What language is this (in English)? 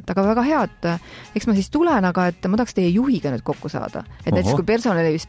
Estonian